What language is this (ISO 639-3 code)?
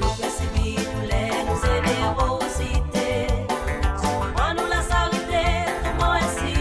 mfe